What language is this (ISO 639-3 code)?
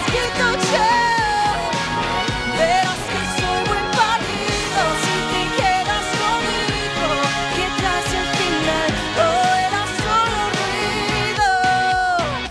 spa